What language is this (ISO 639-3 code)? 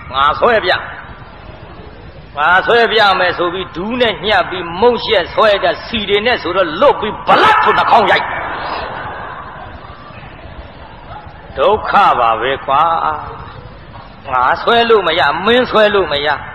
mya